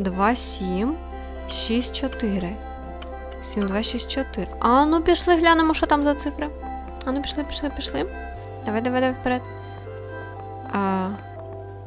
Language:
Ukrainian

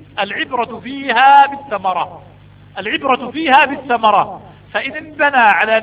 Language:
Arabic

